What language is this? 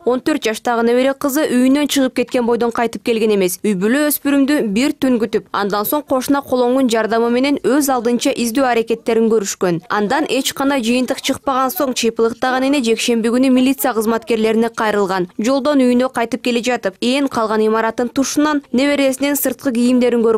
Kyrgyz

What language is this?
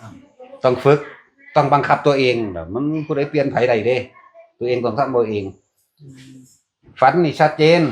Northeastern Thai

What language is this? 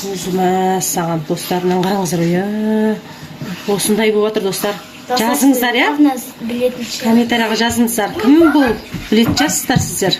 Kazakh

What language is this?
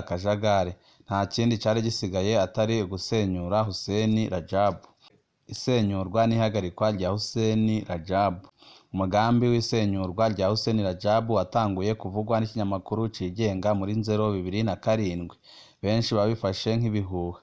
Rundi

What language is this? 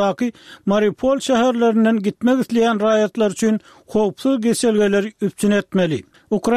Turkmen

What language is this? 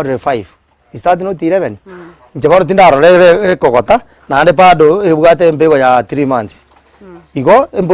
Gusii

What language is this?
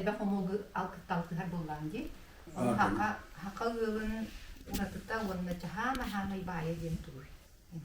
Yakut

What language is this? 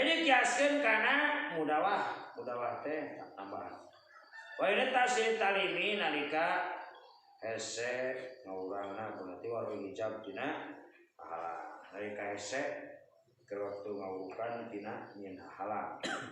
Sundanese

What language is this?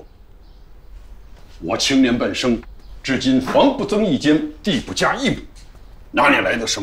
Chinese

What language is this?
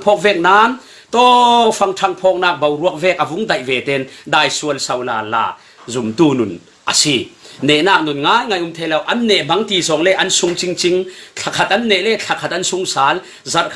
Falam Chin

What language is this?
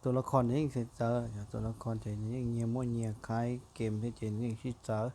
Hmong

